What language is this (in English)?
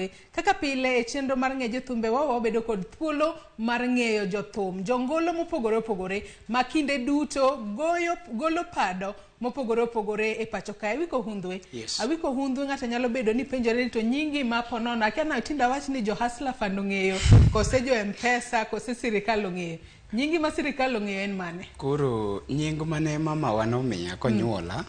Luo (Kenya and Tanzania)